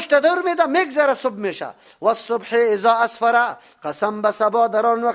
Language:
Persian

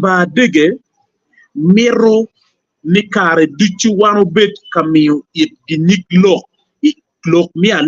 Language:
Acoli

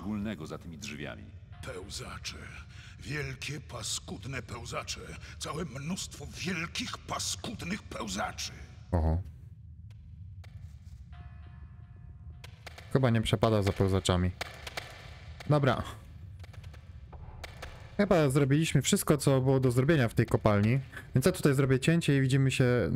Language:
Polish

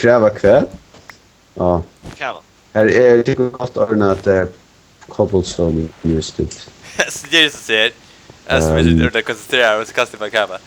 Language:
Faroese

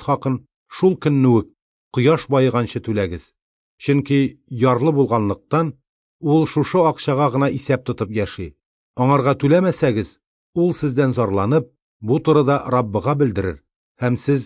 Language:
Tatar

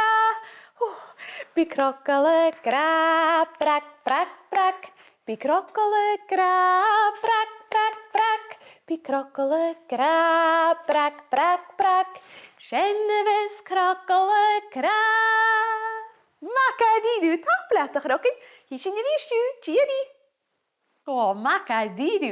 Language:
Scottish Gaelic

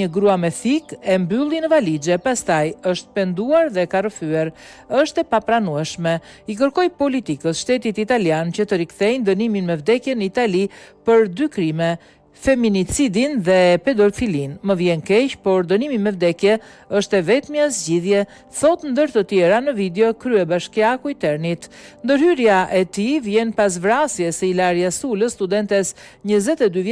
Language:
Albanian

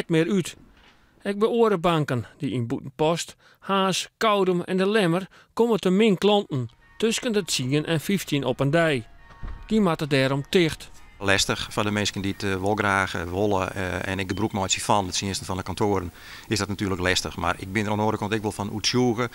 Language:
Western Frisian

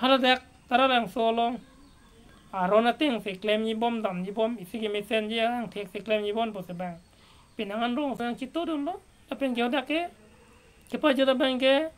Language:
Karbi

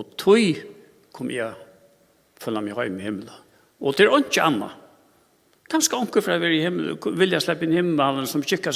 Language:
Faroese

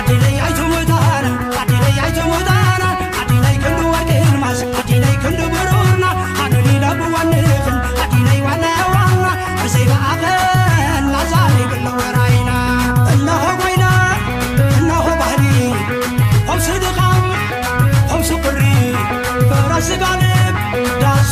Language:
Tigrinya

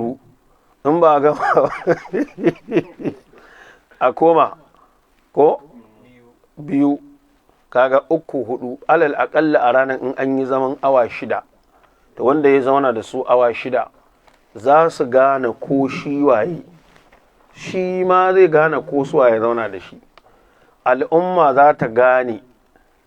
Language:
Hausa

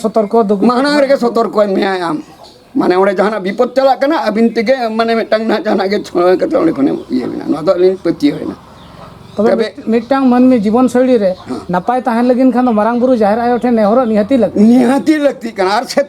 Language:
Santali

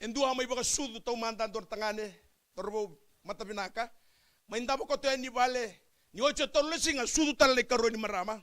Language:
Fijian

